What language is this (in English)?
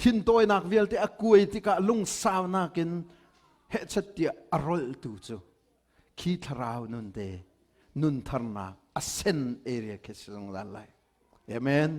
Hakha Chin